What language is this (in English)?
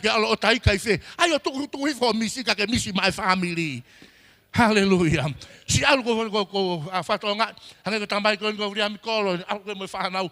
Tongan